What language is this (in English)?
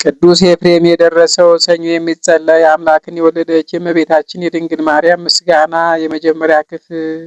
Amharic